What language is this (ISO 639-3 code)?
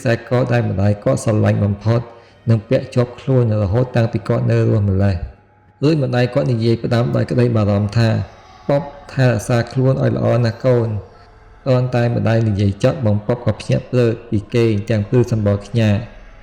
khm